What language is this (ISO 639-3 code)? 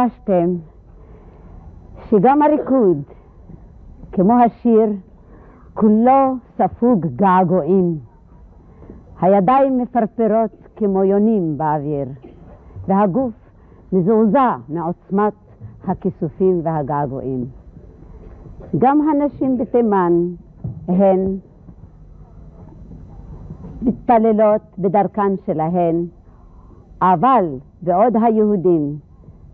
heb